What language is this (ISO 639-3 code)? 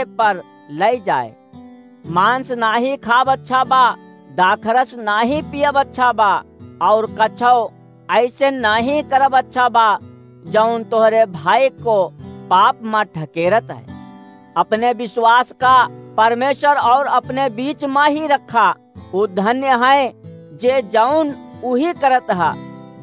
awa